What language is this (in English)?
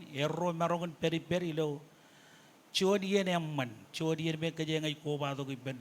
Marshallese